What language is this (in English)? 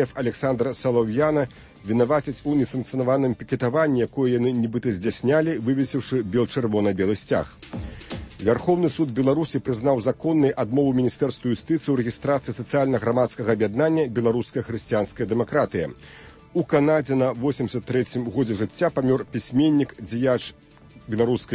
Belarusian